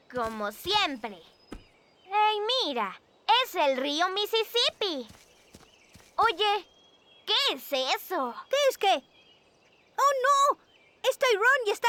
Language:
Spanish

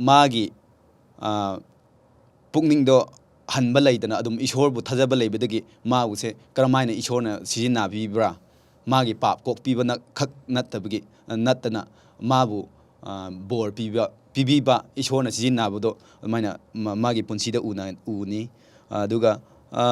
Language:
Manipuri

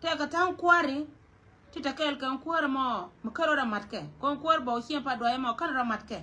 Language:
Nuer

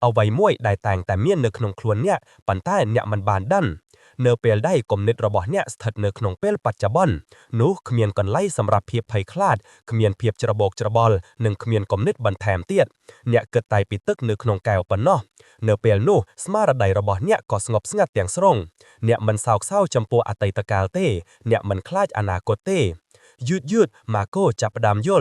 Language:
Khmer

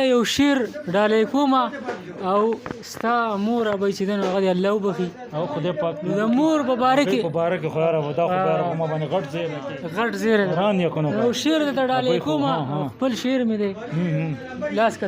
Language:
Pashto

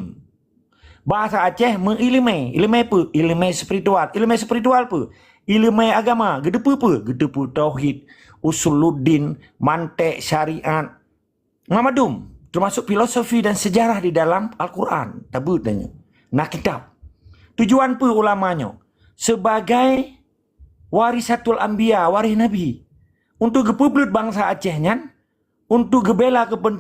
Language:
Achinese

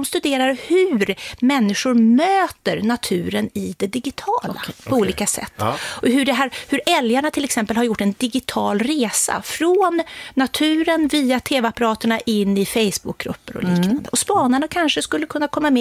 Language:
Swedish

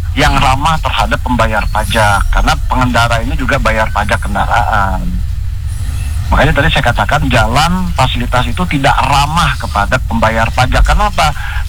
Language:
Indonesian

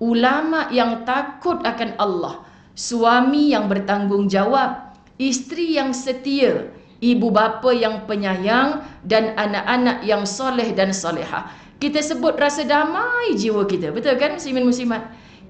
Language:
Malay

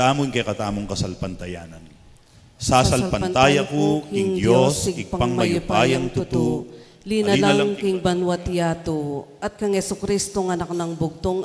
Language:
Pampanga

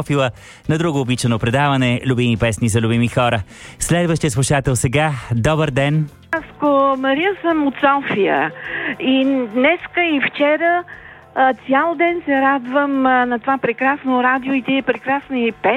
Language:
Bulgarian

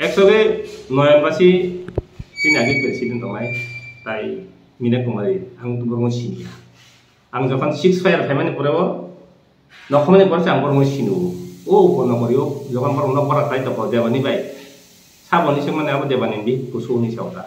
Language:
Kok Borok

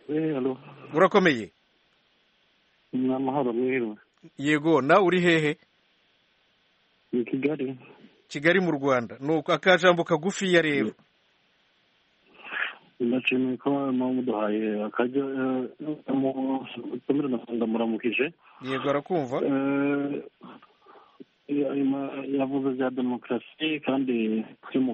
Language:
Kinyarwanda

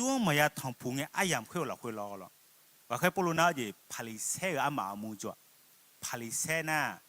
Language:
Akha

